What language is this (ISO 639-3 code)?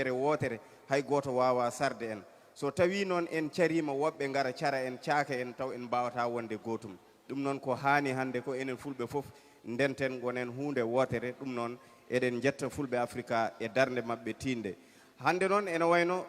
ful